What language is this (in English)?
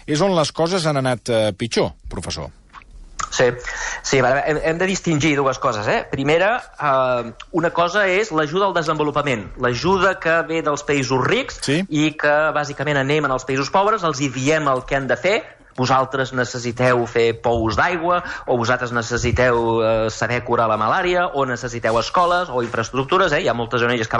Catalan